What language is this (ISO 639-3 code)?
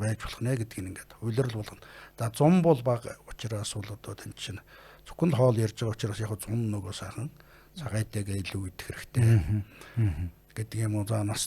mon